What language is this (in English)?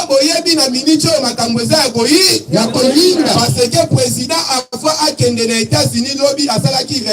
Lingala